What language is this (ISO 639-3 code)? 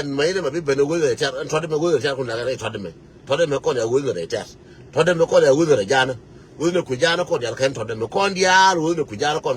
nus